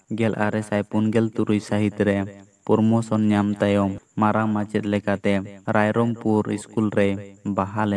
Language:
Santali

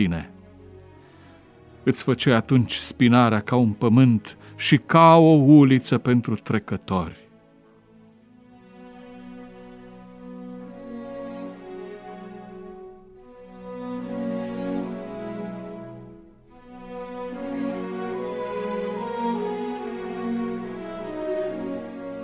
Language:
Romanian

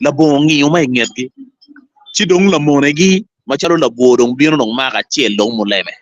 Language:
Acoli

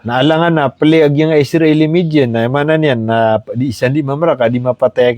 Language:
Maranao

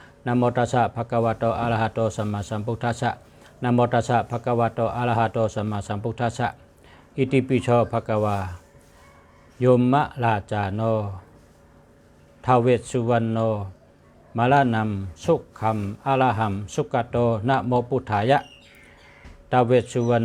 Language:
Shan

